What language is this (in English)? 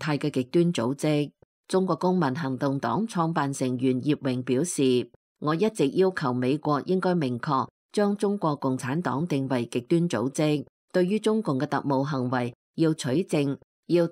Cantonese